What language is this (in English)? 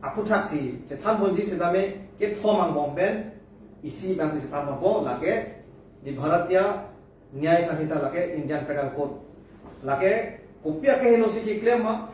Karbi